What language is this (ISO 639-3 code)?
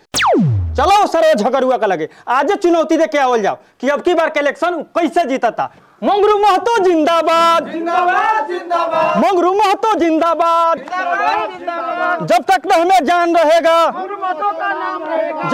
bho